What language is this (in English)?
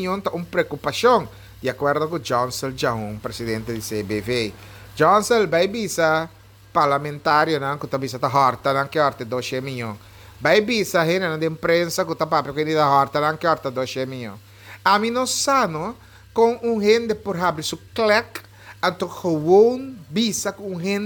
Papiamento